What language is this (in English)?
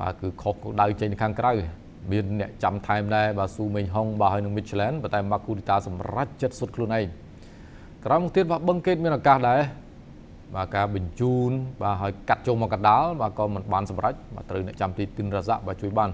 Khmer